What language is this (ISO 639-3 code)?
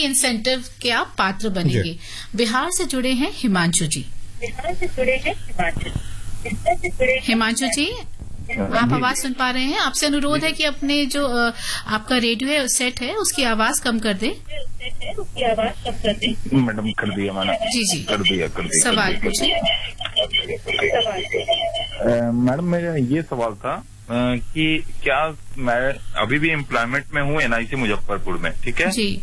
hin